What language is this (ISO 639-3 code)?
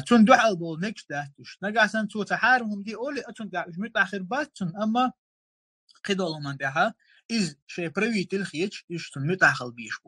che